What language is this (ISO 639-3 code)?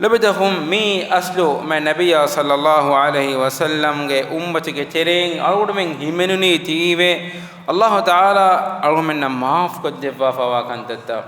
div